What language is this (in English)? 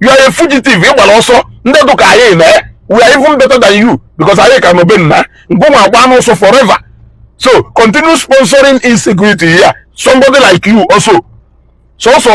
Igbo